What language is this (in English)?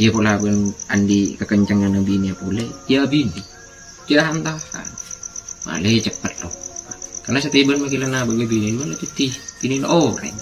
Madurese